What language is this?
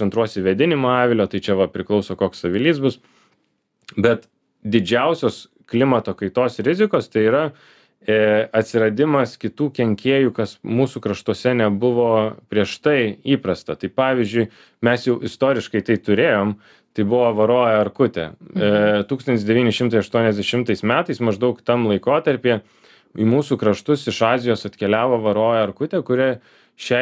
Lithuanian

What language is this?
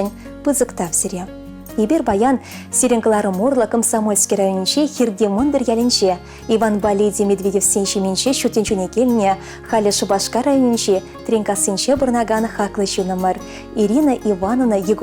Chuvash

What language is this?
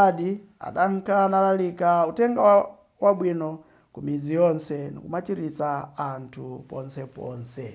Nyanja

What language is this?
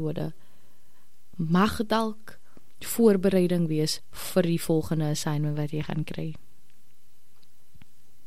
Afrikaans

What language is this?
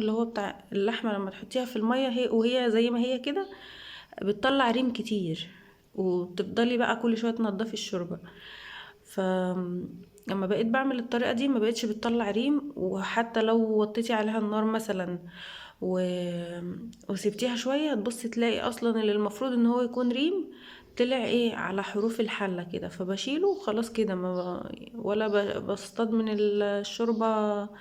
Egyptian Arabic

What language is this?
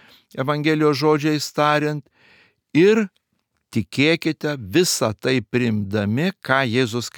Lithuanian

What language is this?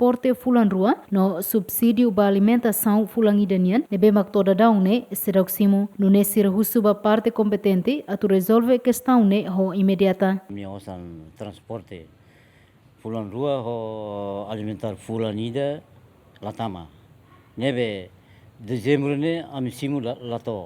Tetum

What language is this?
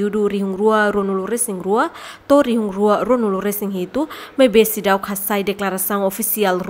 Tetum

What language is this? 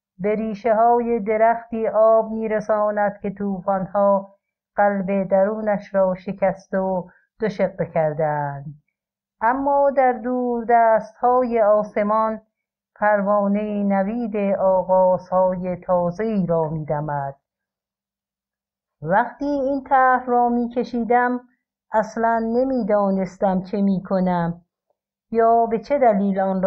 Persian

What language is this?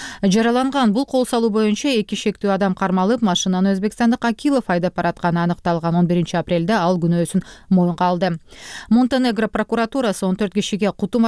Kyrgyz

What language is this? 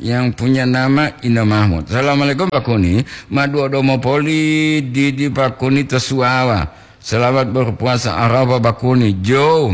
Gorontalo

